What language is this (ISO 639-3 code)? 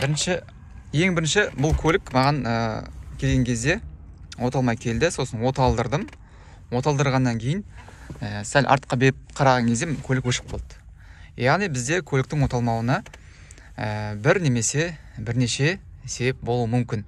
kaz